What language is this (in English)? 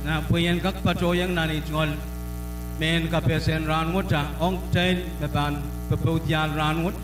Pohnpeian